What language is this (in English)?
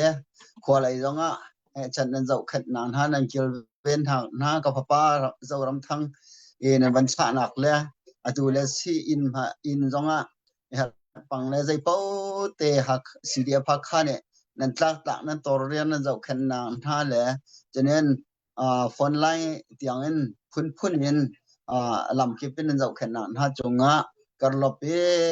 Hakha Chin